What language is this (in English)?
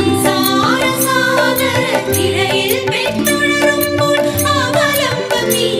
Malayalam